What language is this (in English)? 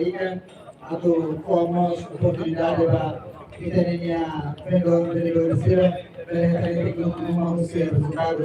Tetum